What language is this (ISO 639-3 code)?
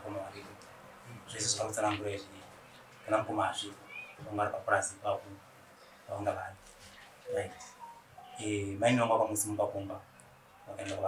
sna